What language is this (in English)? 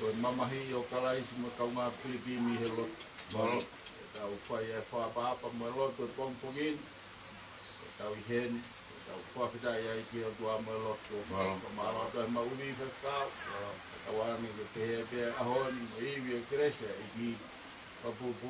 Tongan